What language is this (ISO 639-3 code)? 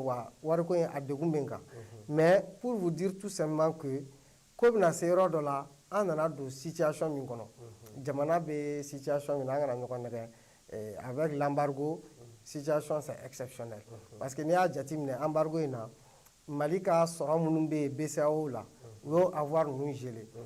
bam